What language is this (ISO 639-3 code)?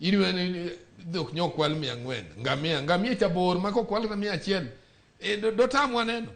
luo